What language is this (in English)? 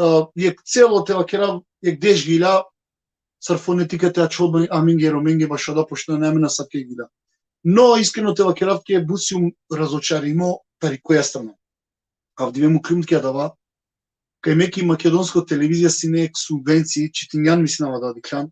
Balkan Romani